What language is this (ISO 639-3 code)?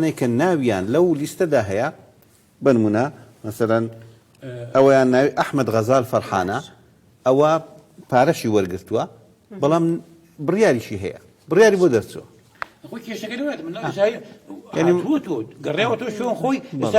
ckb